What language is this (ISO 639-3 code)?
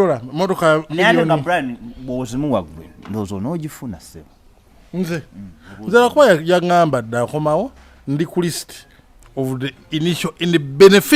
lug